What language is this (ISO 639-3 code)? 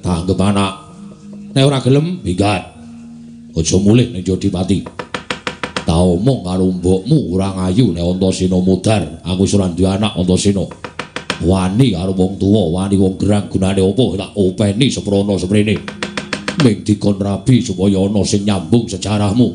jav